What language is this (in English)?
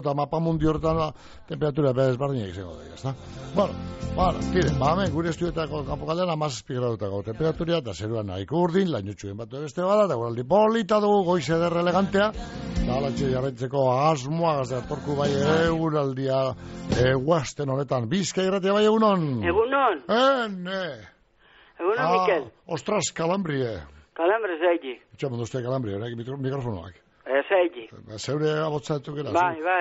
Basque